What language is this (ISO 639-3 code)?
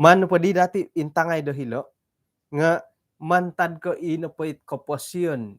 dtp